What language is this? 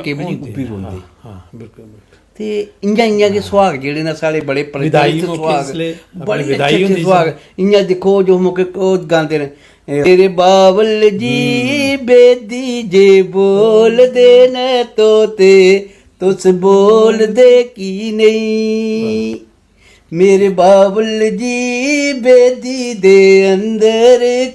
Dogri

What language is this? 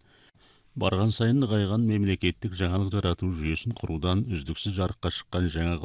Kazakh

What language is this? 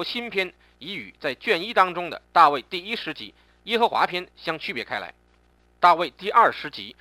Chinese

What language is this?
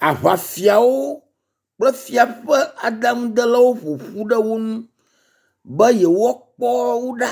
Ewe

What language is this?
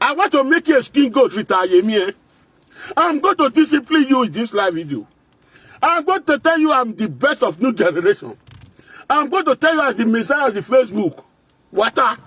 Nigerian Pidgin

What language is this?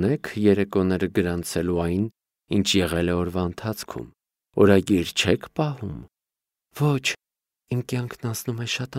Armenian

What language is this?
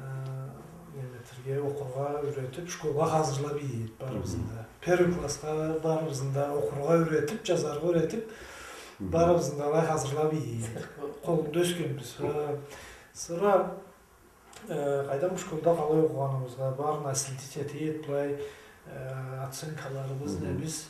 Karachay-Balkar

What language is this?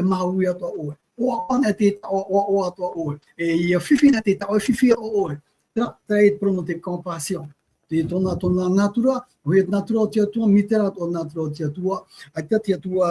Tahitian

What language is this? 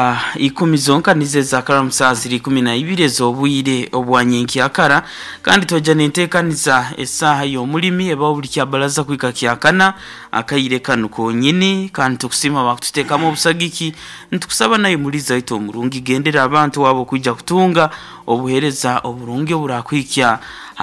Nyoro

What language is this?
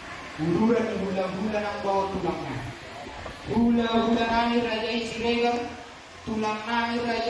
Batak Toba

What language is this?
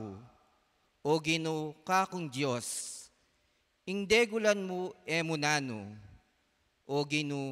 Pampanga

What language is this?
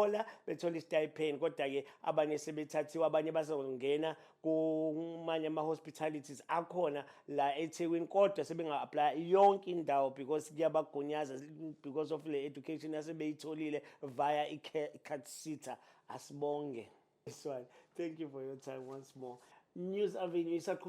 Zulu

